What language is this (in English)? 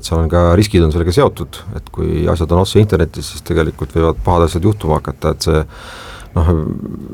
Estonian